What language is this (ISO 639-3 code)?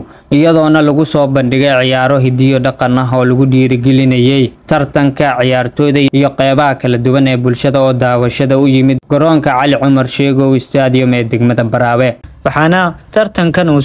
som